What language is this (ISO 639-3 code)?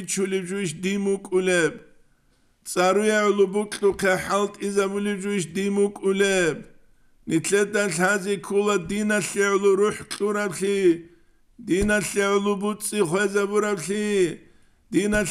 ava